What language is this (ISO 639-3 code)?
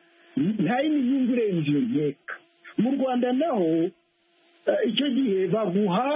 kin